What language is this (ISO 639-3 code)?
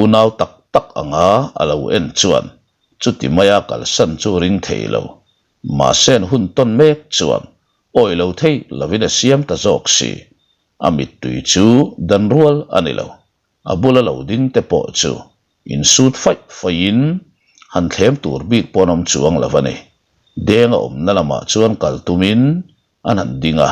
lus